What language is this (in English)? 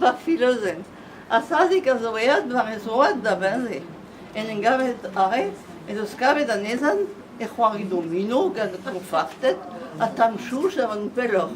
Breton